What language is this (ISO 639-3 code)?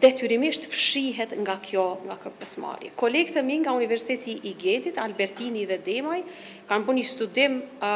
sqi